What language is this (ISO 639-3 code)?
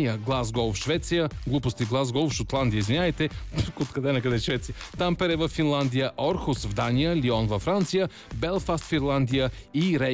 bul